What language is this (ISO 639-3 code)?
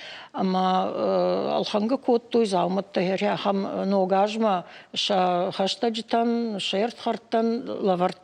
oss